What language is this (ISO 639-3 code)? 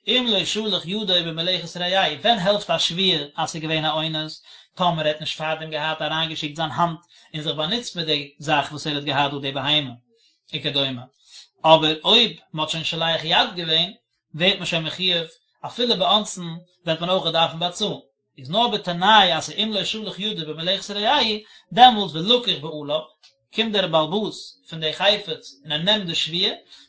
yid